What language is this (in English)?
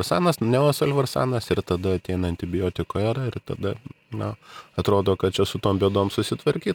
Lithuanian